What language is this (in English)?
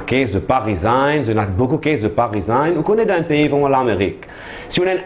Morisyen